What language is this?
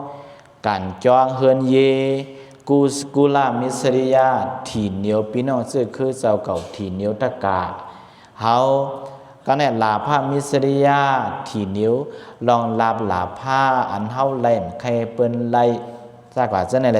Shan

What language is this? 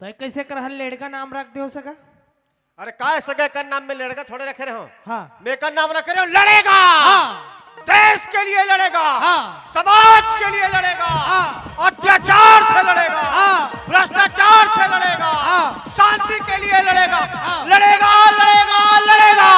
Chhattisgarhi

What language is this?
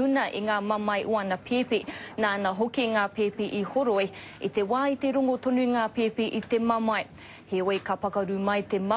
Māori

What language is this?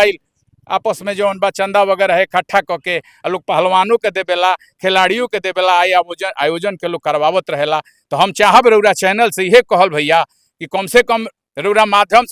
Bhojpuri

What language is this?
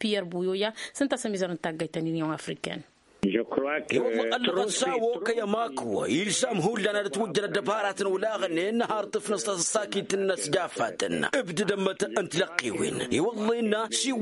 Tamasheq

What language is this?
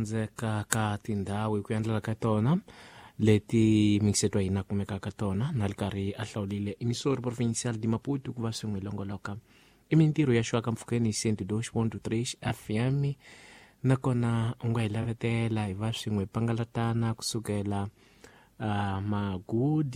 Tsonga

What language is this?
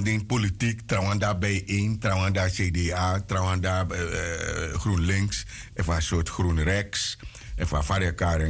Sranan Tongo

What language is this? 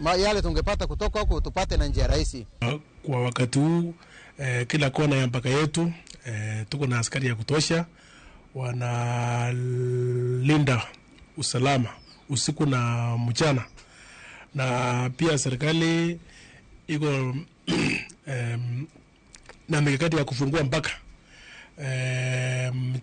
Luo (Kenya and Tanzania)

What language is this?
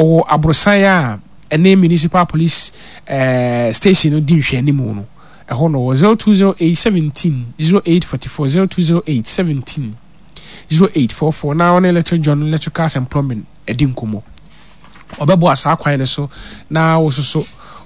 Akan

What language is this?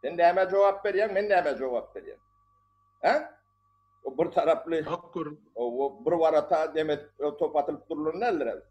Turkmen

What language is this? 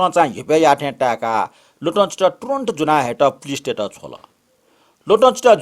Newari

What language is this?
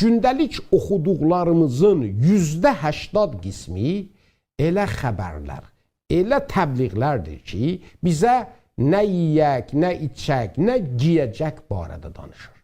South Azerbaijani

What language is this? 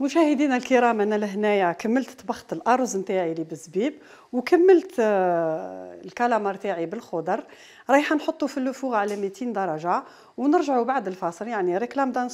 Algerian Arabic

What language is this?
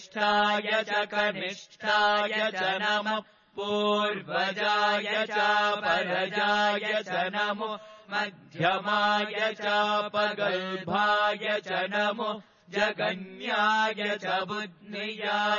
Sanskrit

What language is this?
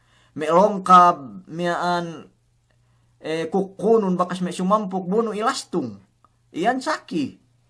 Yakan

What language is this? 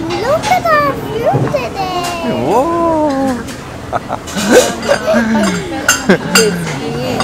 Hindi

